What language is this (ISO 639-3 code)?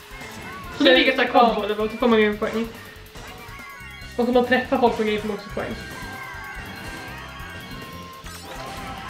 swe